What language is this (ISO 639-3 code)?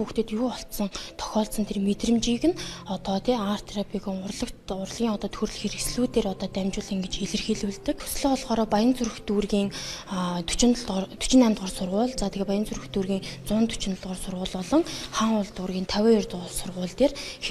mon